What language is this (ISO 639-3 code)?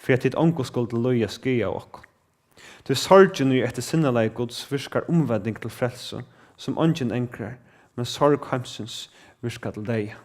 fao